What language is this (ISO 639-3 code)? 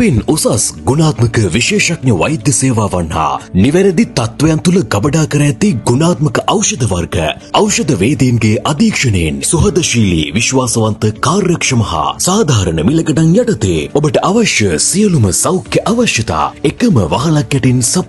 sin